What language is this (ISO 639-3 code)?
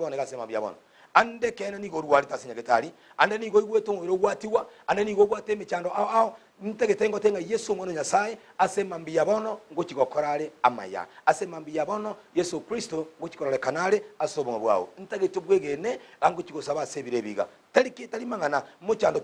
guz